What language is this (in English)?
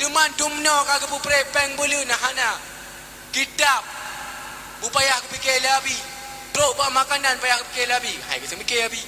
Achinese